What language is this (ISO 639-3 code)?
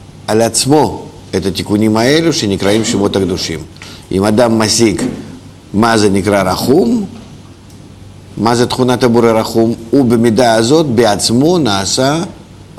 heb